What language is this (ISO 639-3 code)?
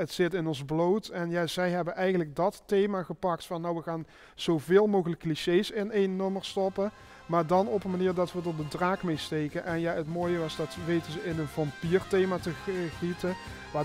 lim